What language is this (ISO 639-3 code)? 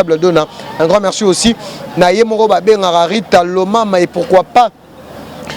lin